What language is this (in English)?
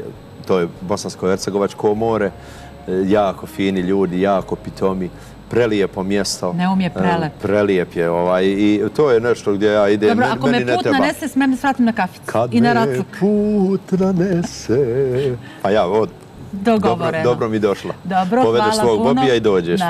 Bosnian